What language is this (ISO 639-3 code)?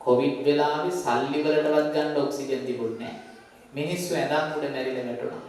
sin